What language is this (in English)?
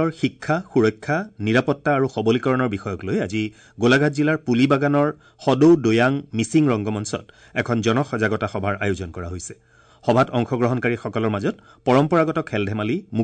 Assamese